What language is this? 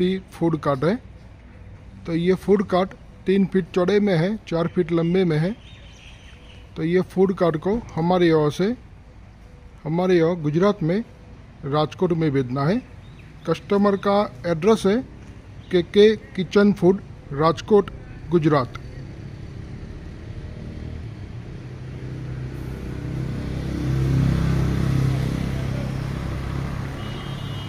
Hindi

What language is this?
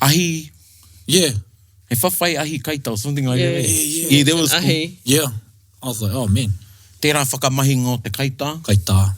Māori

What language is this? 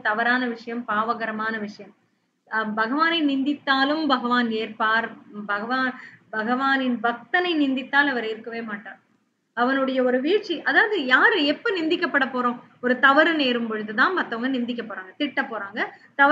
Tamil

